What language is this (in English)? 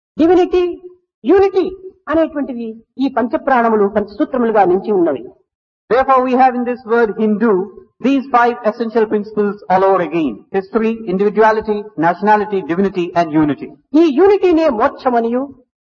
Telugu